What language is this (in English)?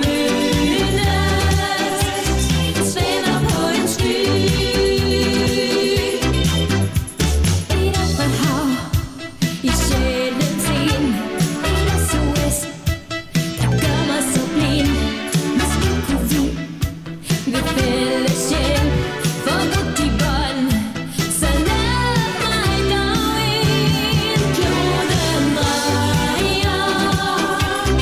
Danish